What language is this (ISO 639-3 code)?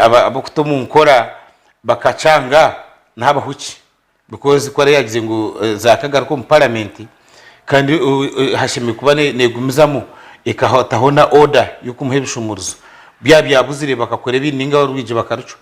nyn